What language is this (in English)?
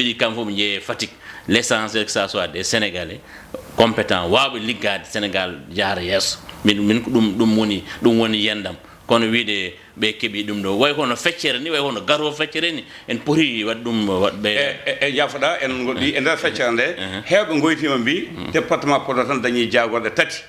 Fula